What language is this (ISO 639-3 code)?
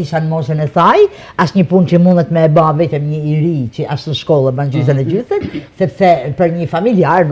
sqi